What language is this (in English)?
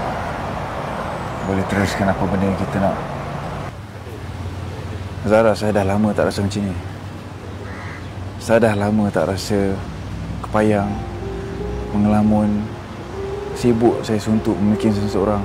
Malay